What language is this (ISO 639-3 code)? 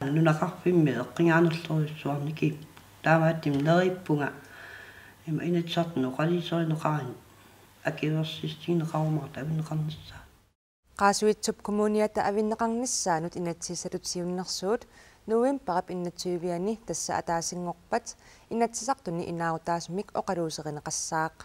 kal